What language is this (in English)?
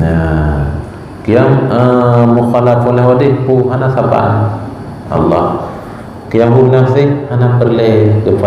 Achinese